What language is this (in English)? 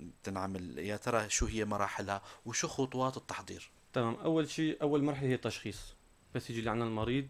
North Levantine Arabic